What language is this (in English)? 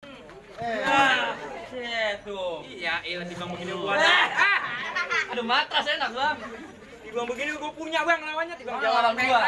Betawi